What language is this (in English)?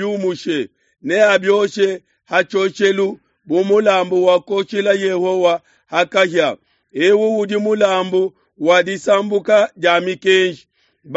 Luba-Lulua